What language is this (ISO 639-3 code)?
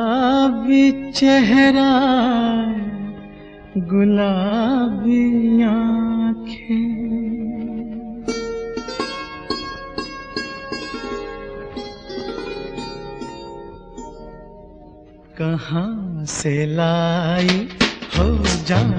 hin